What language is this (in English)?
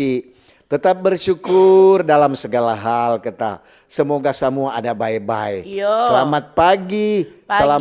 Manado Malay